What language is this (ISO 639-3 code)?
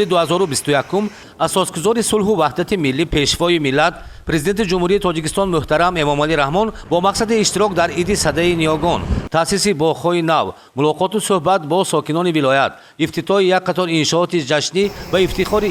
tgk